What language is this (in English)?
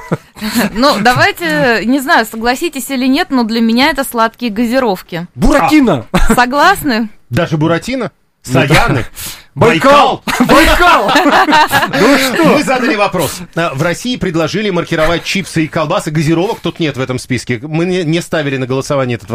Russian